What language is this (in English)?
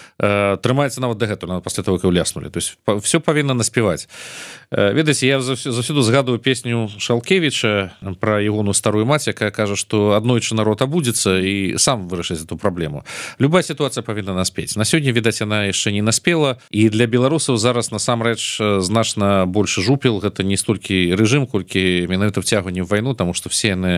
Belarusian